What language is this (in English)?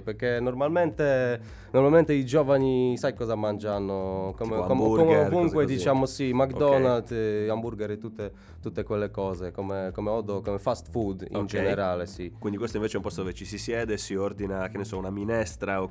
Italian